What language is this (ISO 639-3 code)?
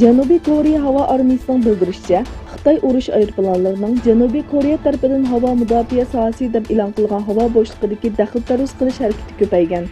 uig